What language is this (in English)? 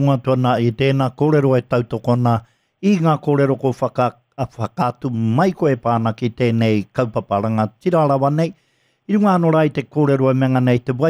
Māori